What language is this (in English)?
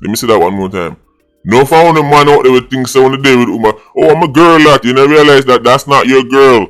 Jamaican Creole English